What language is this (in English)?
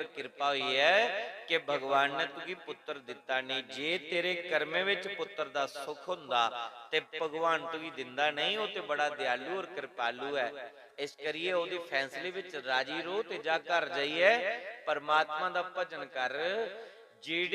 Dogri